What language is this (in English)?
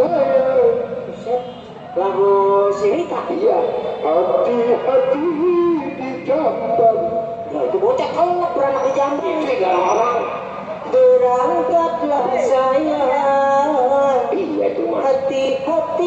Betawi